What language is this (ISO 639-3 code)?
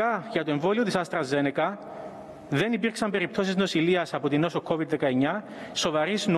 ell